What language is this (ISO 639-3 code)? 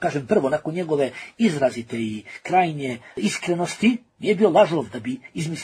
hrv